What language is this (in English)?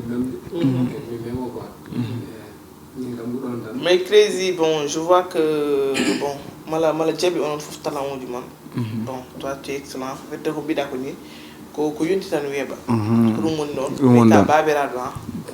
Fula